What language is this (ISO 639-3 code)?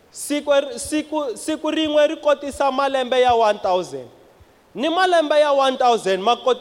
tso